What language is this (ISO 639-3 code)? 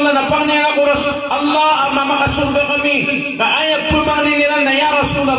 mrw